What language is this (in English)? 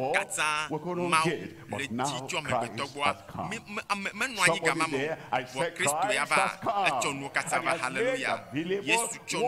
Ewe